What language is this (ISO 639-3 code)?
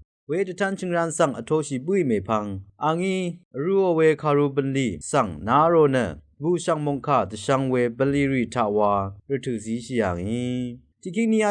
raw